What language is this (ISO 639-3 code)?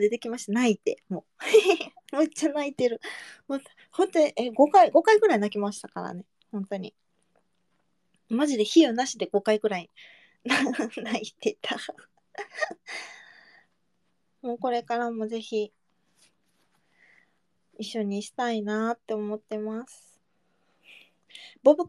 jpn